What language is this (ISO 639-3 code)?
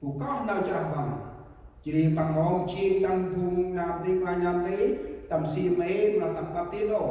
cmo